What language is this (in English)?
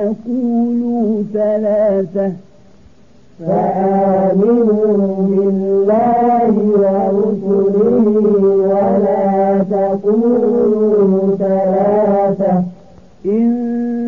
Arabic